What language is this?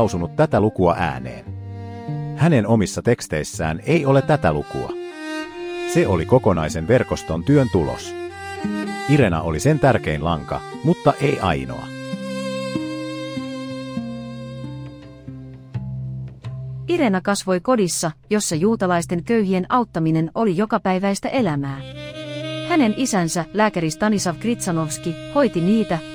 Finnish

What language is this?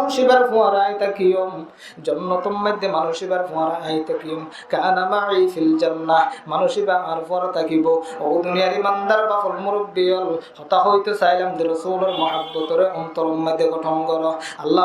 Rohingya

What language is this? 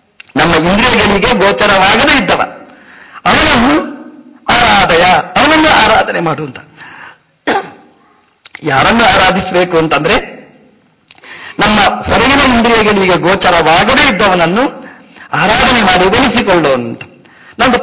Kannada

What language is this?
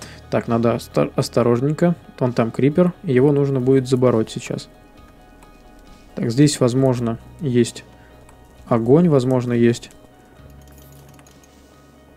Russian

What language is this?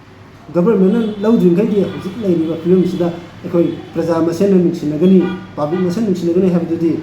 Manipuri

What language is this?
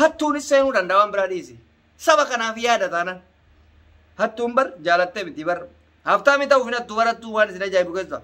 Oromo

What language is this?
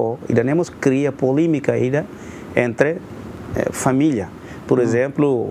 Tetum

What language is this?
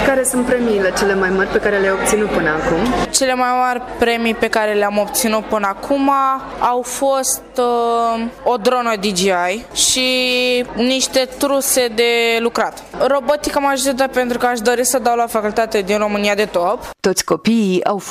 Romanian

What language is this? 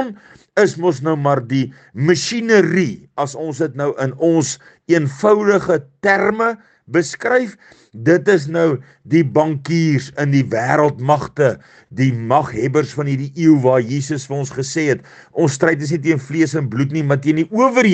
Afrikaans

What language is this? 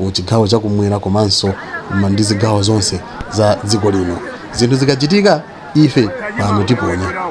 Nyanja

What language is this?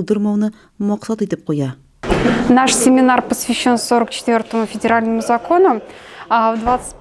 Tatar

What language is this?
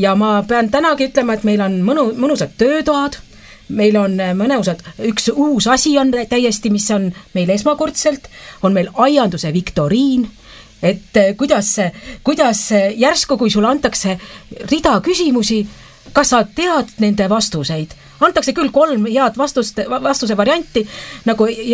Estonian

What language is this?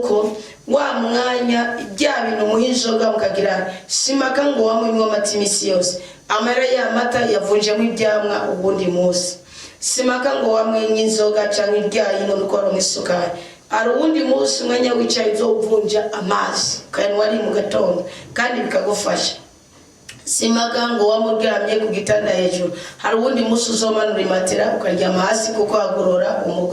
Rundi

